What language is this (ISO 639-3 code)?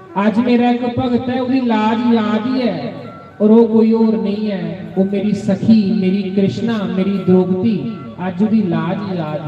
doi